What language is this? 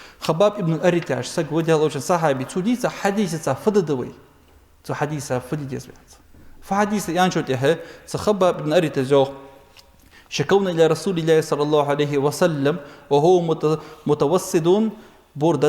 Ingush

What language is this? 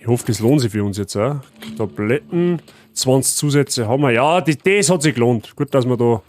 Bavarian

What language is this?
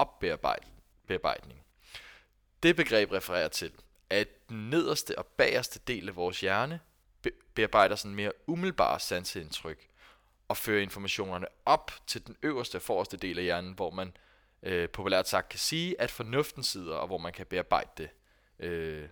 Danish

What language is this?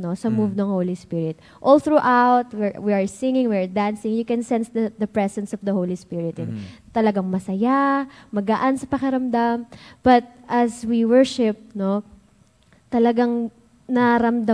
Filipino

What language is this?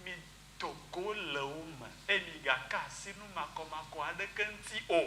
Ewe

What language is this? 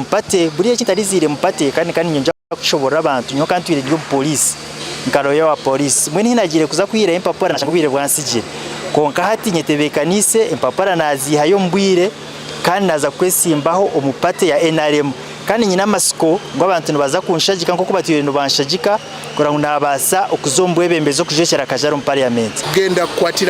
Nyankole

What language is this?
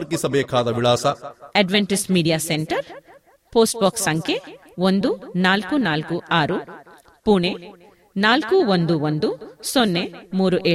Kannada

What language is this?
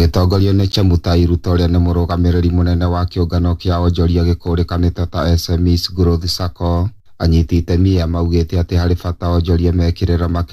Kikuyu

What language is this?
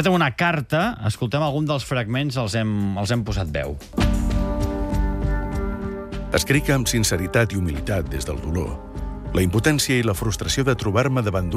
Catalan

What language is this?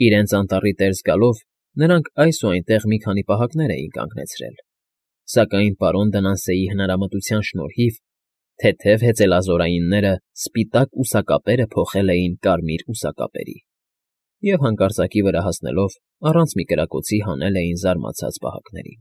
Armenian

